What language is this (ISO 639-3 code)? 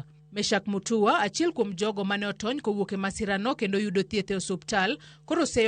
luo